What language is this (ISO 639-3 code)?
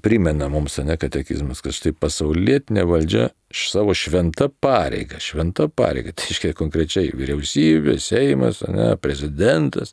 lit